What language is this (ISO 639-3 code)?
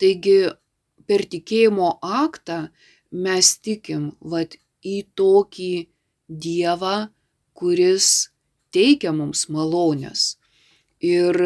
lit